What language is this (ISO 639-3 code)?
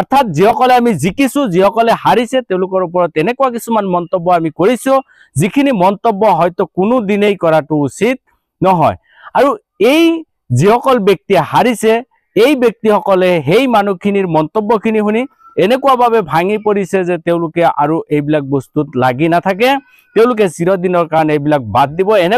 asm